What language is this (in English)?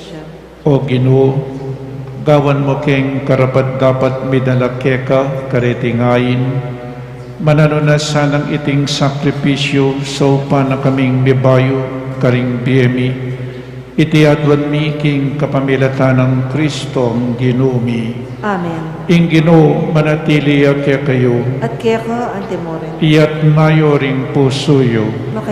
Pampanga